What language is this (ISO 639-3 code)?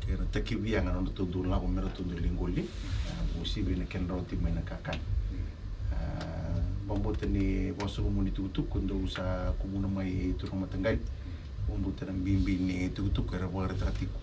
fij